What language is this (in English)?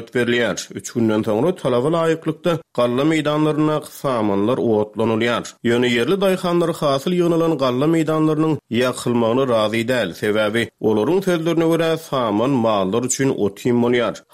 Turkmen